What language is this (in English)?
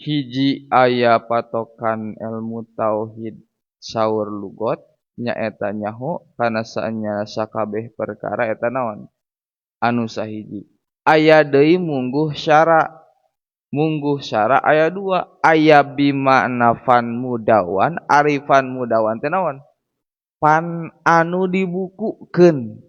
Sundanese